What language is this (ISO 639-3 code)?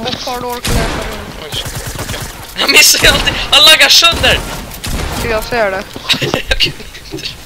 swe